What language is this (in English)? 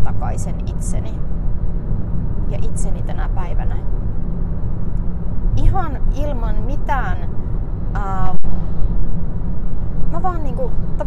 Finnish